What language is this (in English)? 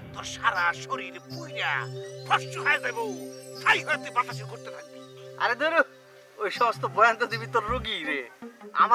Bangla